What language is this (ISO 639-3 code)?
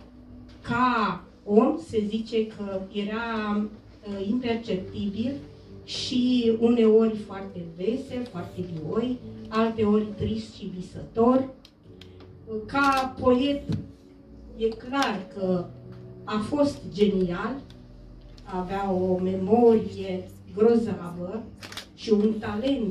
ron